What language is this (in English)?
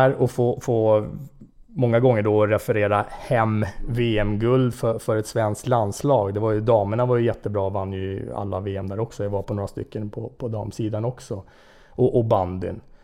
Swedish